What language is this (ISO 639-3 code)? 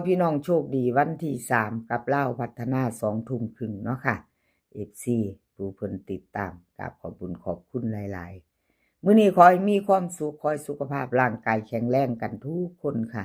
tts